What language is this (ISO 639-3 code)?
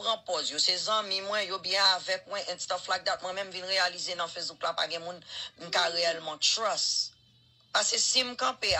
hat